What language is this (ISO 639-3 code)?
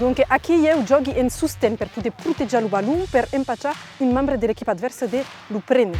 oci